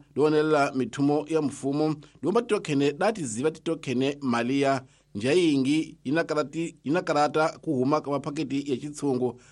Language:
Tsonga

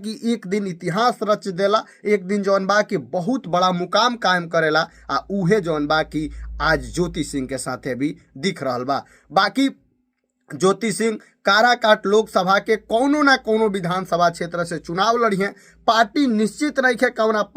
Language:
Bhojpuri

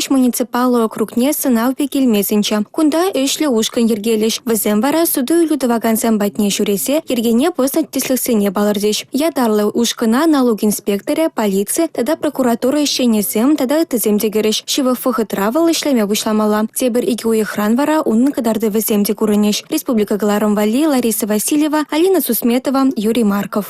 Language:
Chuvash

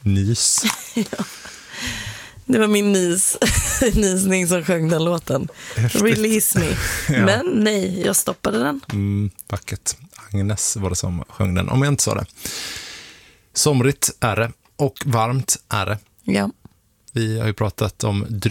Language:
Swedish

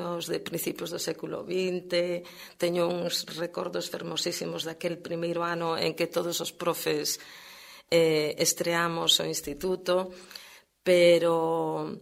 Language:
Galician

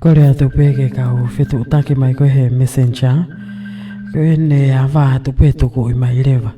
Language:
Tongan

